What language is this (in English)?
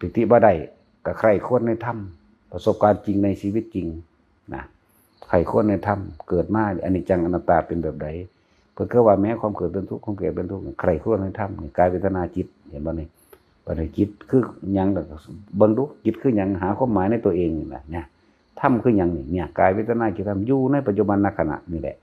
Northeastern Thai